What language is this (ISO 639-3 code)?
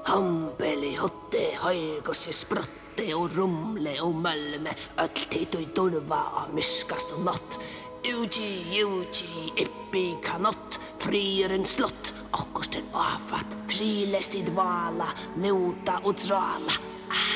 fao